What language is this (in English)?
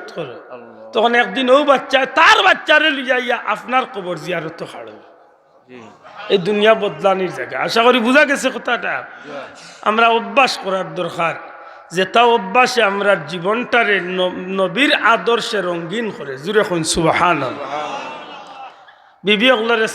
Sylheti